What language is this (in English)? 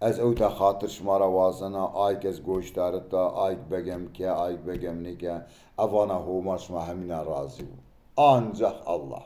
Zaza